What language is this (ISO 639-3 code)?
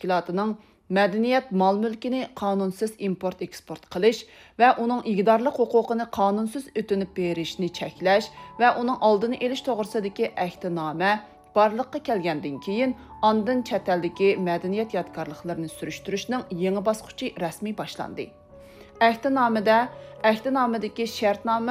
uig